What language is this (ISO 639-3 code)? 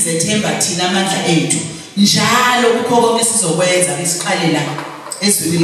zul